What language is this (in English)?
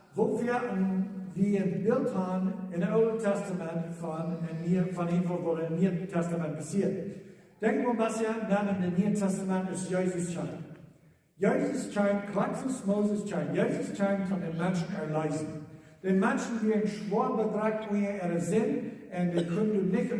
Plautdietsch